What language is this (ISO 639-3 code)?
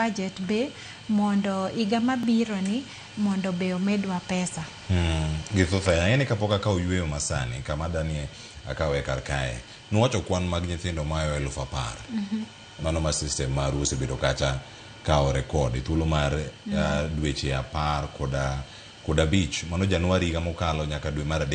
luo